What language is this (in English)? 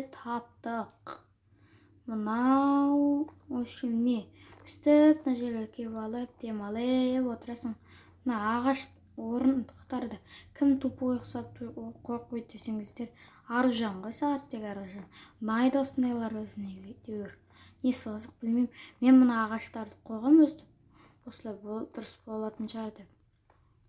Kazakh